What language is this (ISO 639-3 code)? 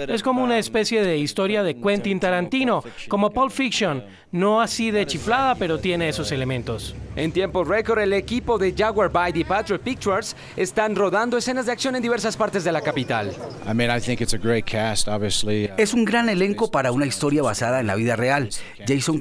spa